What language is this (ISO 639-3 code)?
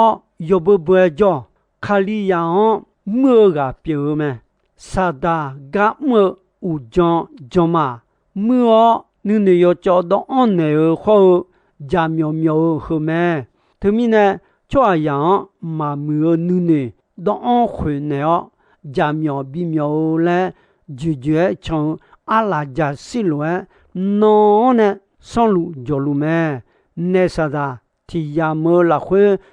ahk